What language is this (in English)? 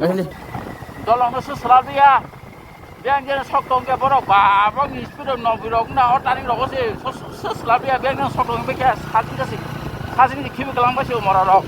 Kok Borok